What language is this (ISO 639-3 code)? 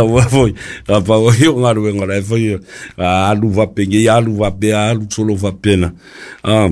smo